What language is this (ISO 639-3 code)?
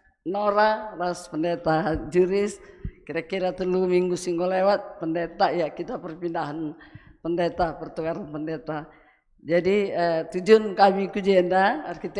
btx